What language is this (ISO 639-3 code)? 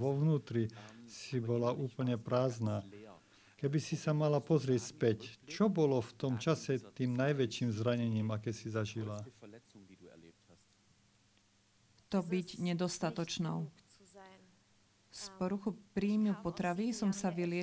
slk